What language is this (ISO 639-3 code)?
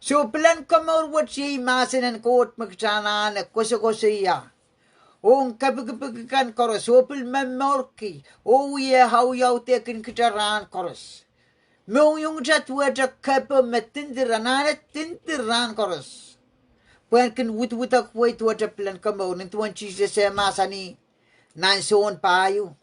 pon